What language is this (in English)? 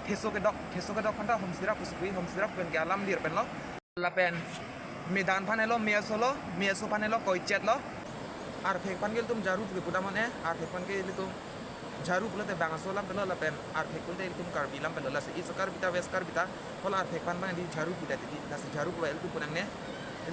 Karbi